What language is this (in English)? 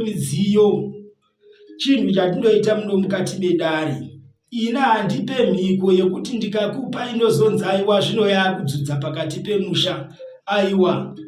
Shona